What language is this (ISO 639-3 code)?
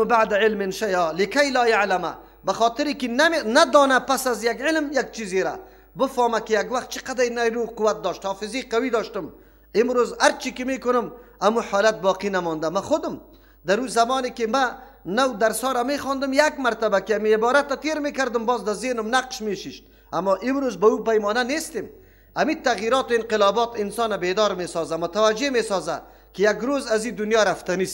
fas